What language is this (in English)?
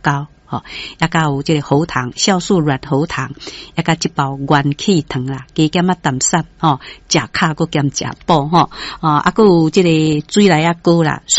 Min Nan Chinese